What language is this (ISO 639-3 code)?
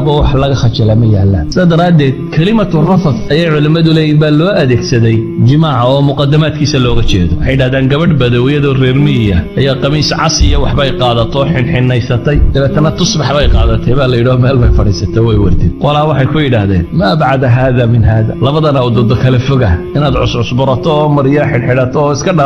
som